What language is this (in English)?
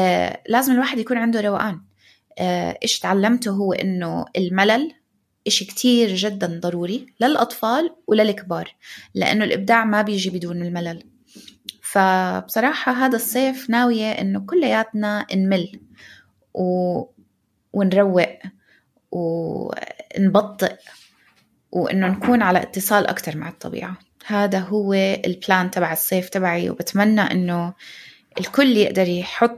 North Levantine Arabic